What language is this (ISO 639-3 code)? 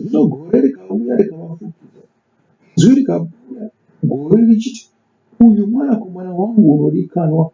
sna